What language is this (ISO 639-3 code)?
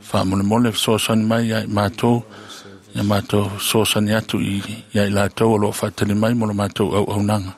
smo